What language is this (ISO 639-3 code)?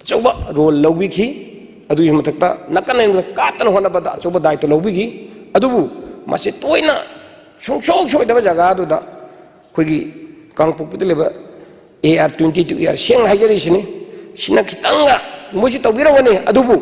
mni